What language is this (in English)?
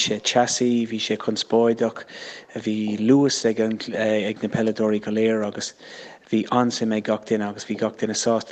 Irish